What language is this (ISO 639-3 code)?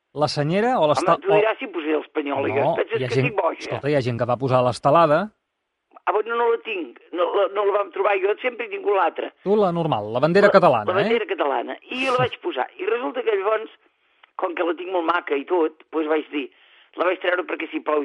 cat